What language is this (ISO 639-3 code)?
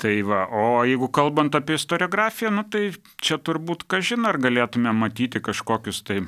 lit